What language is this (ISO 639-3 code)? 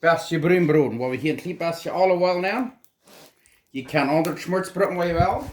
pdt